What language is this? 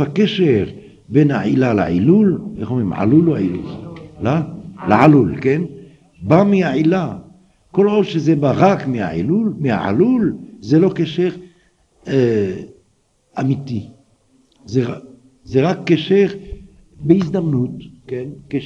Hebrew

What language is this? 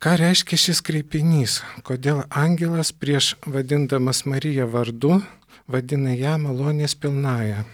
Lithuanian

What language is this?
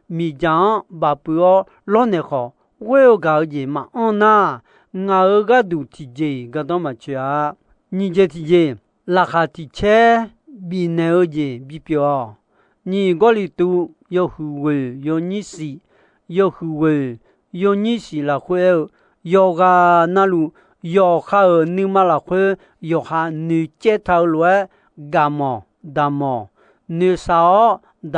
Akha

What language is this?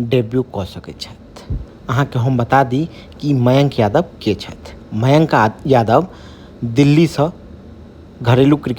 Maithili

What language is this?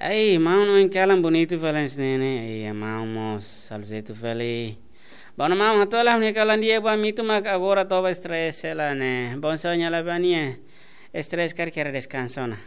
Tetum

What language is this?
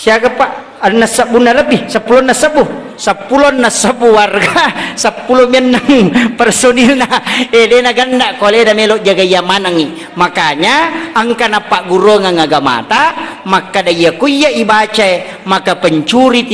Buginese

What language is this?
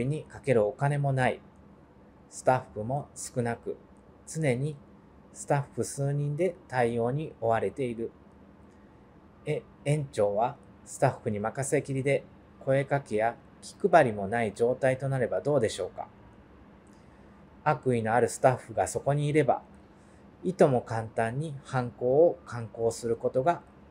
Japanese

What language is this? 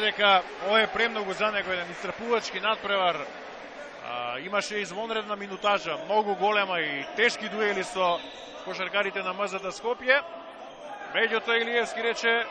Macedonian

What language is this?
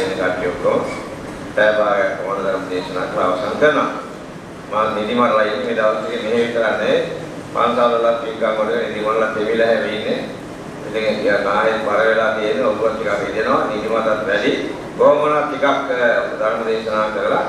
Sinhala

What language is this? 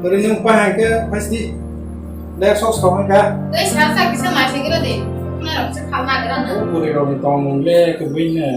Kok Borok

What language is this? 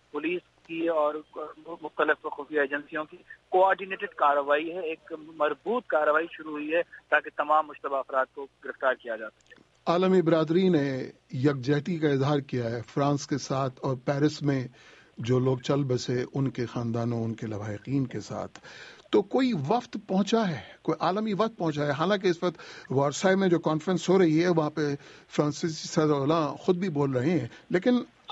Urdu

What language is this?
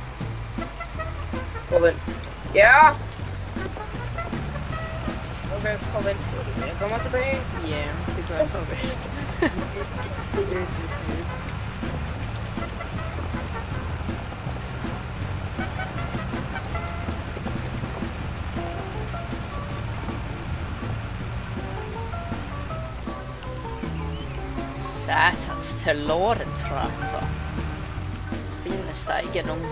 Danish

